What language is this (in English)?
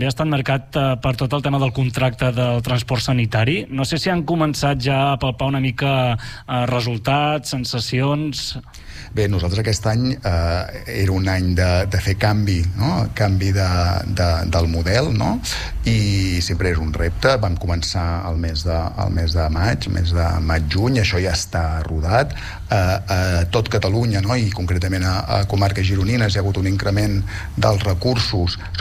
Catalan